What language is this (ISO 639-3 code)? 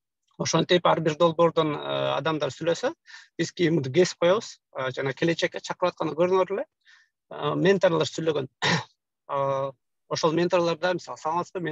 kir